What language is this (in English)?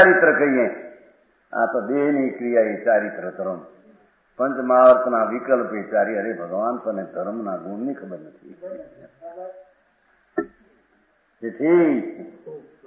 Gujarati